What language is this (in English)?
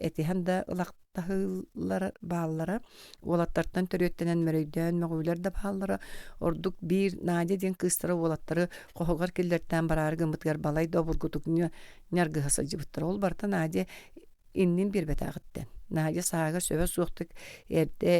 Yakut